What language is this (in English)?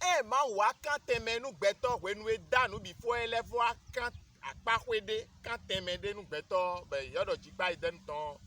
Fon